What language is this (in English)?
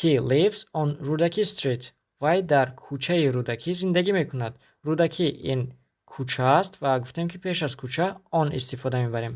Tajik